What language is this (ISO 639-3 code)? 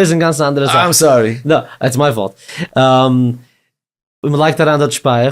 yid